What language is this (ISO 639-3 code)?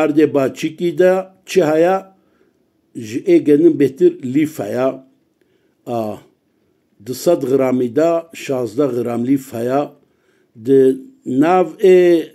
kur